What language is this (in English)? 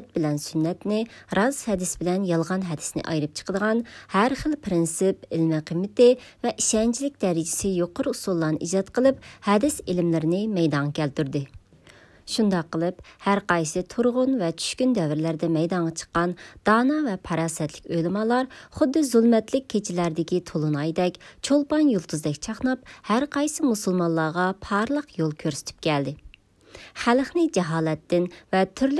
Uyghur